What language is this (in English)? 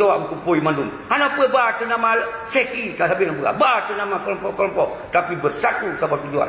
Achinese